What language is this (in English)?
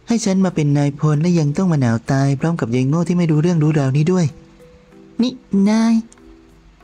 Thai